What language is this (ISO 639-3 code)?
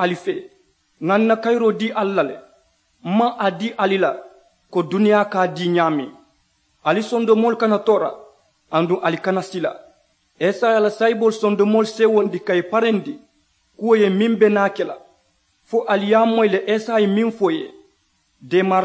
man